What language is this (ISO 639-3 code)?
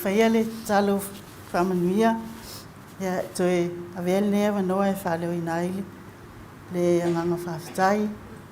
smo